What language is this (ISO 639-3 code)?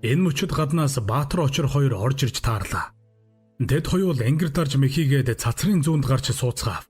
mon